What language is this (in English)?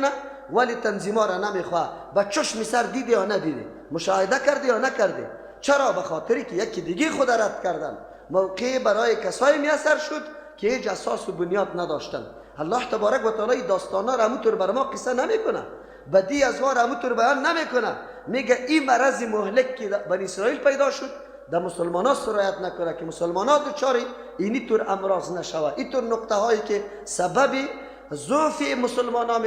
Persian